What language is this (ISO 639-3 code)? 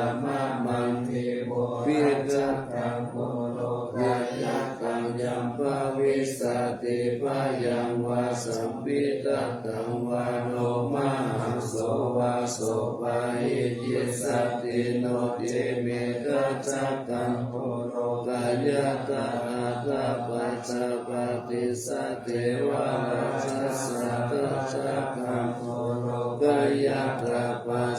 pli